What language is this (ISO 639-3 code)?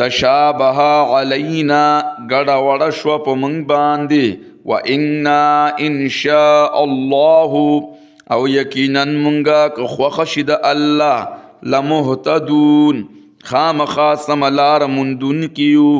pus